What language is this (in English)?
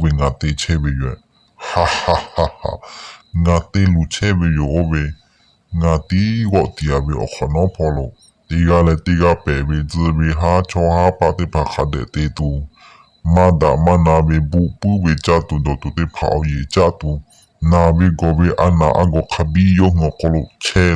Lahu